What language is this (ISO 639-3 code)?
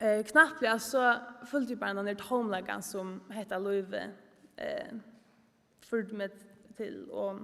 fao